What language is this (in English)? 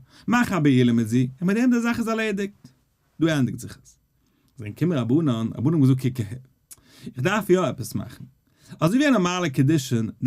Yiddish